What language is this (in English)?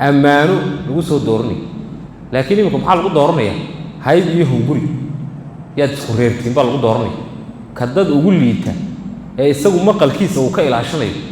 Somali